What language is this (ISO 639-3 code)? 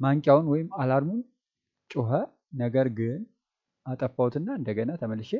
amh